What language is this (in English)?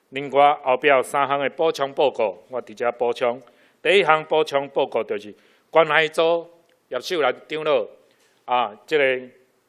Min Nan Chinese